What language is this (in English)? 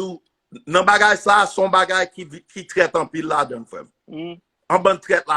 Haitian Creole